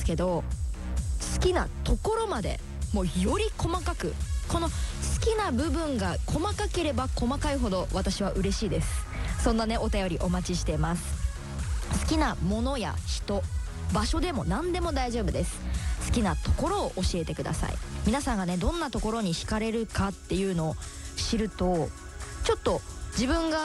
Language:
Japanese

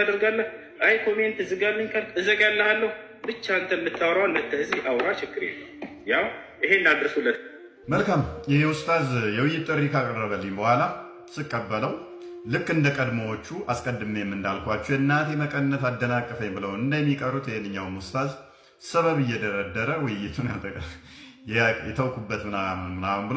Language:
Amharic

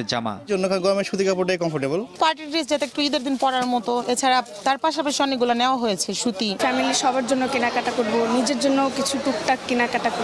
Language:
Bangla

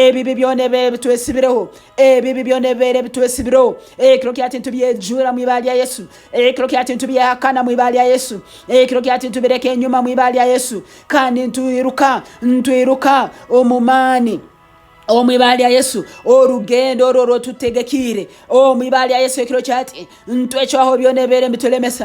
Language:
Nyankole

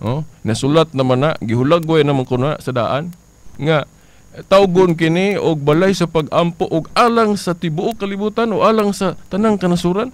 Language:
Cebuano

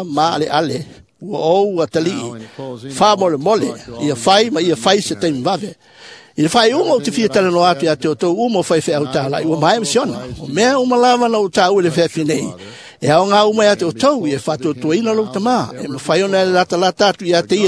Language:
Samoan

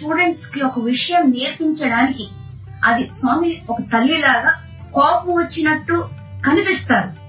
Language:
Telugu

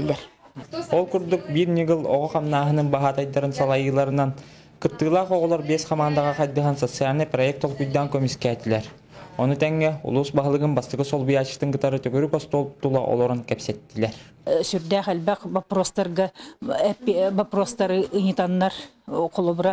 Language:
Yakut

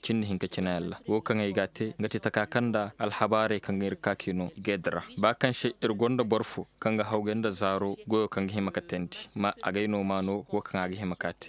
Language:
Zarma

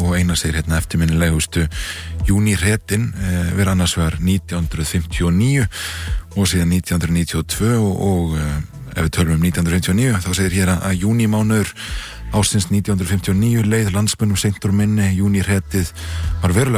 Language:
Icelandic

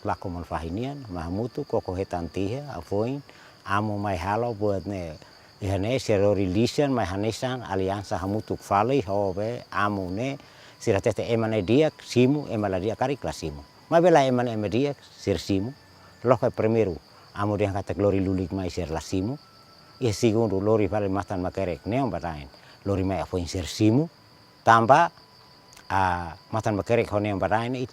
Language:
Tetum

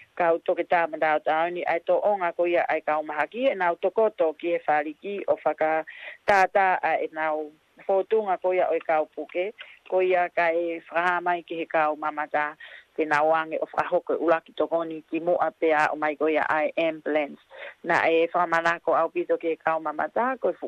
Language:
Tongan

